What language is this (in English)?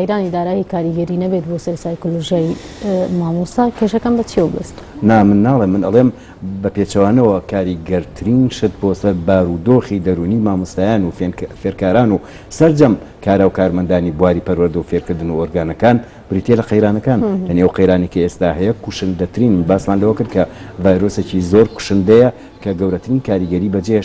Central Kurdish